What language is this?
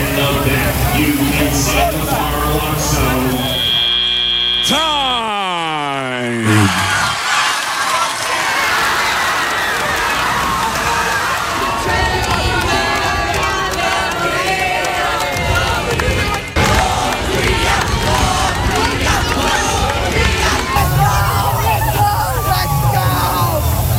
Romanian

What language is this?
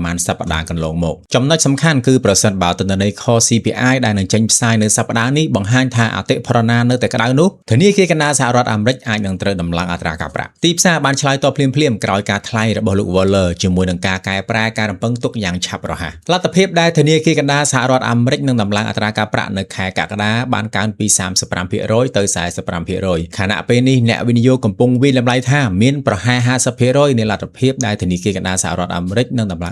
Khmer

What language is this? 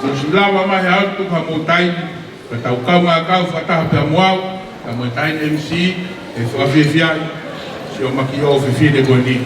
Tongan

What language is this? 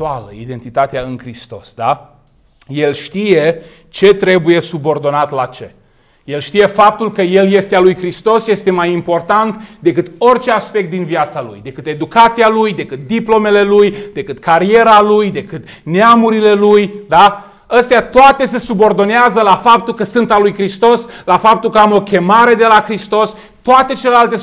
Romanian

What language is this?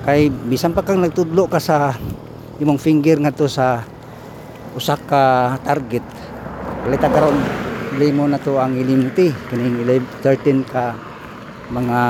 Cebuano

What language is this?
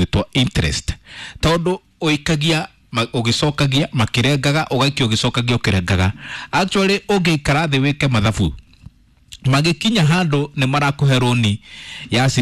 Kikuyu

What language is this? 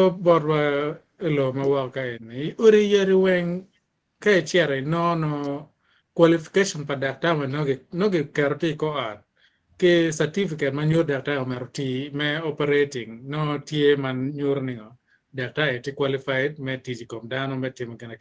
Acoli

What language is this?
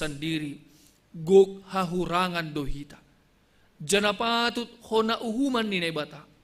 Batak Simalungun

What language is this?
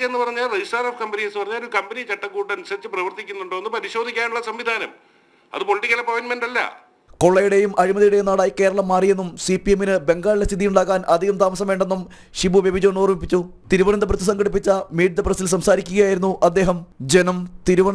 Malayalam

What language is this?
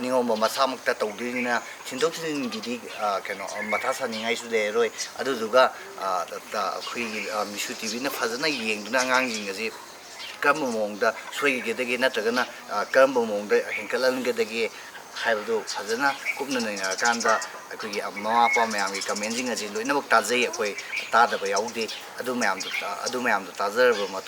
Manipuri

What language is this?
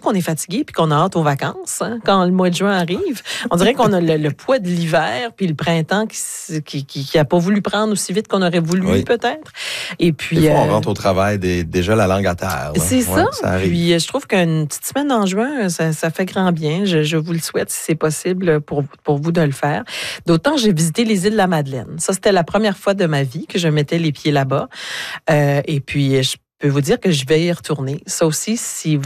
French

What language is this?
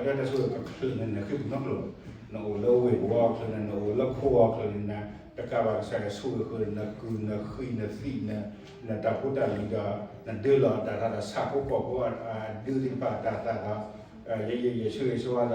S'gaw Karen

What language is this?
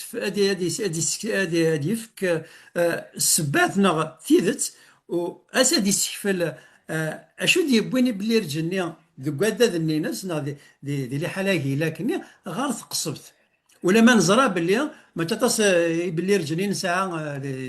Kabyle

